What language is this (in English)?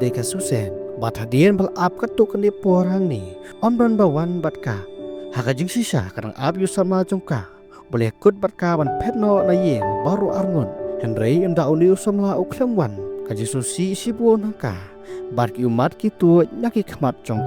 Khasi